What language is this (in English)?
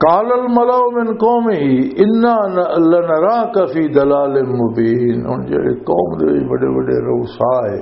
Western Panjabi